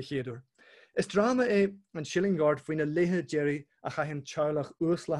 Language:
Irish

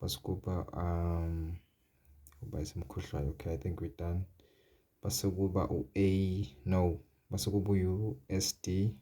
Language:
Zulu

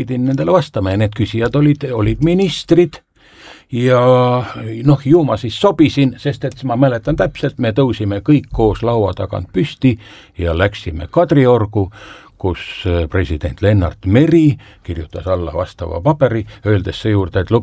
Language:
Estonian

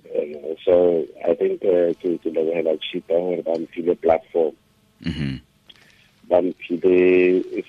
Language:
Tswana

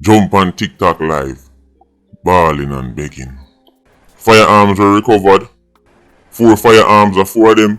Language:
Jamaican Creole English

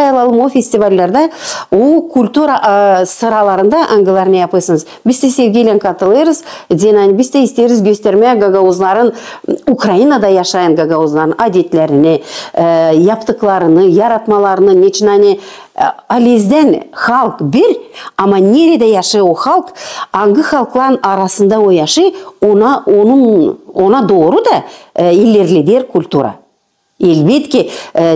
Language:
Gagauz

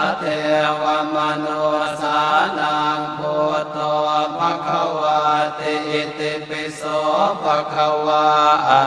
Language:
Pali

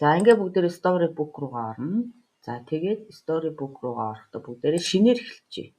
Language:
Mongolian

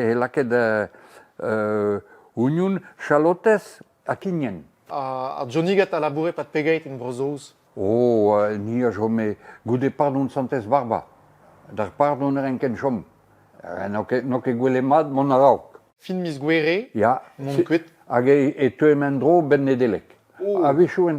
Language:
Breton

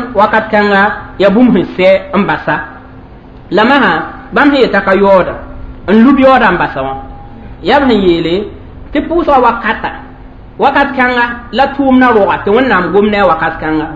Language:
Mossi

